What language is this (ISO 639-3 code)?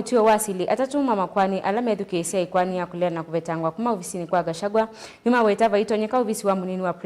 kam